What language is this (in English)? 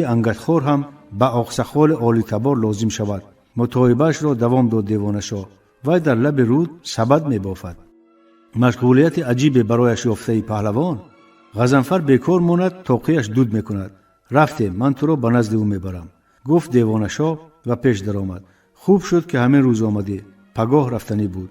Tajik